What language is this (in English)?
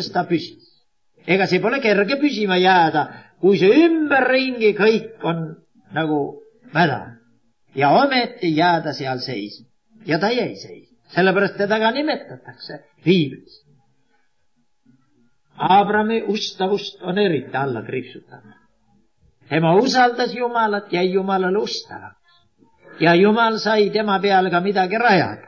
Estonian